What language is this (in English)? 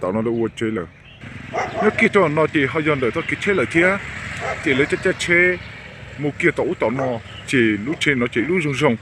Hmong